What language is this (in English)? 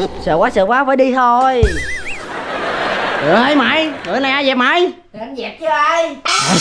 Vietnamese